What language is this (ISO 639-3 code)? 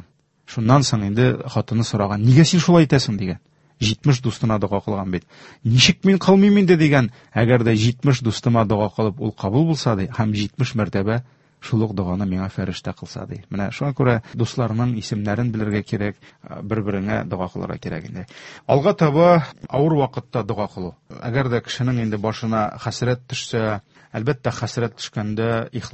tat